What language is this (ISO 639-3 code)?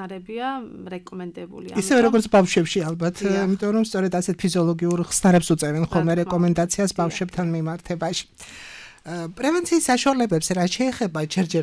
kat